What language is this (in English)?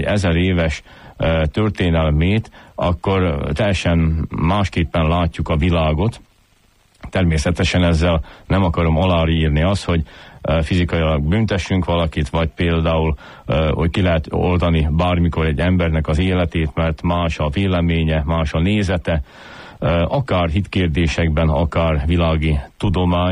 Hungarian